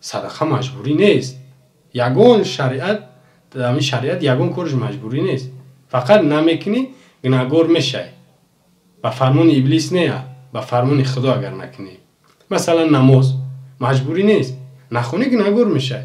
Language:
Tajik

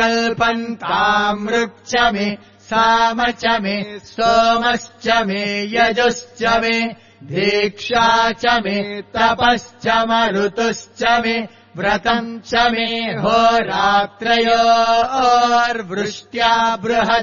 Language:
Sanskrit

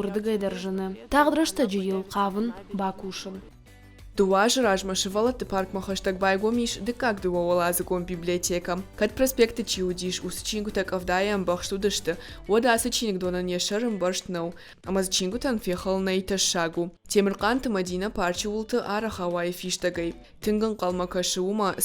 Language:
Ossetic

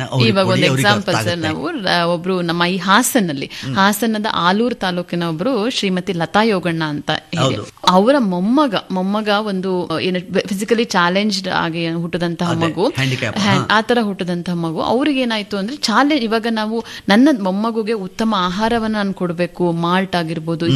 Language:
Kannada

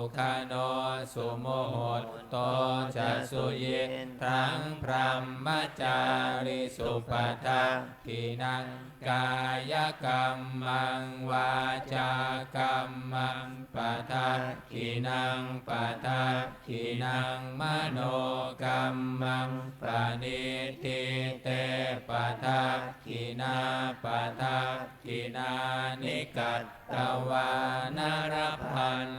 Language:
Pali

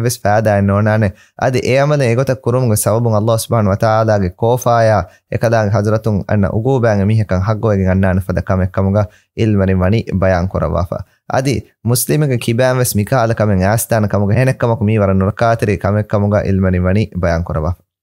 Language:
Divehi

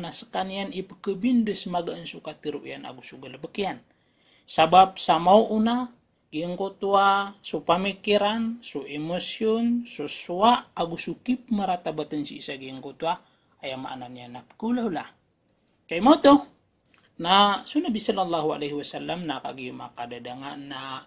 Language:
Maranao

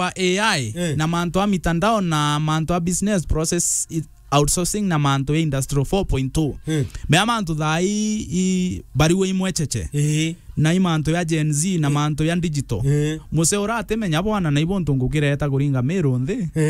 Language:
Meru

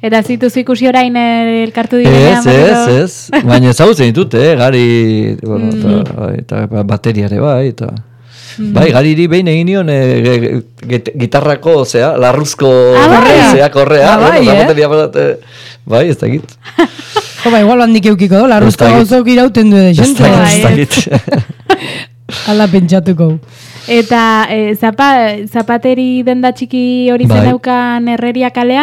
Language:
Basque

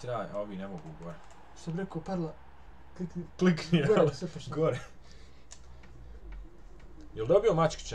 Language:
Bosnian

